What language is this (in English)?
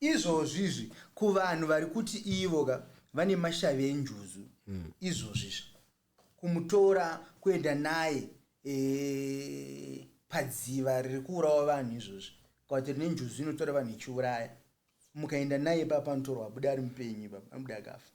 Shona